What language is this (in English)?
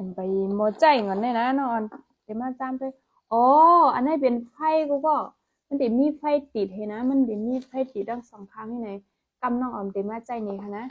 Shan